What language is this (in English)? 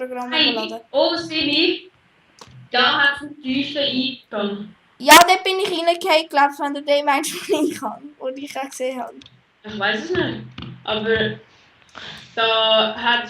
Swiss German